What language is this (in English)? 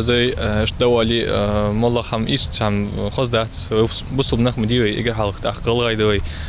Ingush